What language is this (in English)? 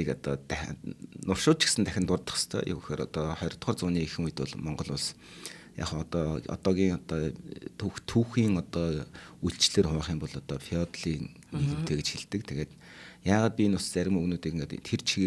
Mongolian